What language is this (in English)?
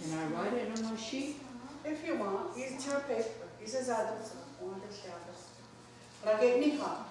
Mohawk